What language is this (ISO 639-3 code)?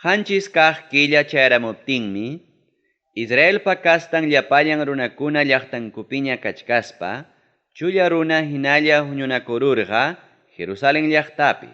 quy